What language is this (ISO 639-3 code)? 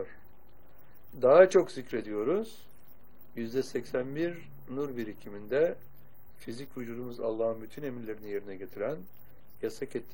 tur